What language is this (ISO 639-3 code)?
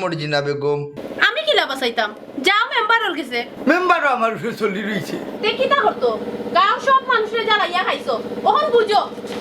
syl